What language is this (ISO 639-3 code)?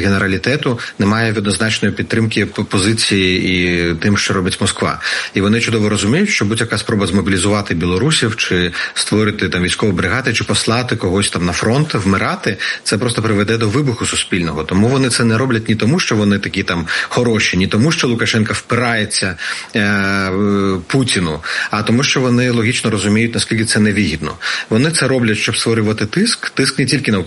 ukr